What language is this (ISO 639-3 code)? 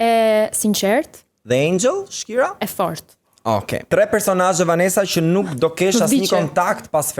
sqi